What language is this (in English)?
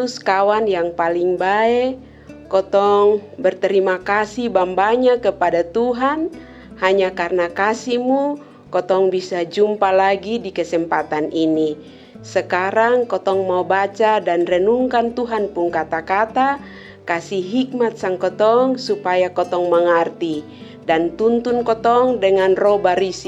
Kupang Malay